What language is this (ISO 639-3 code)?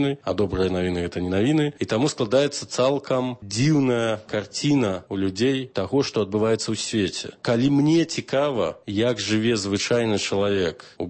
bel